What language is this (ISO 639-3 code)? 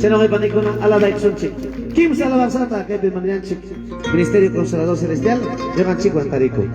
quy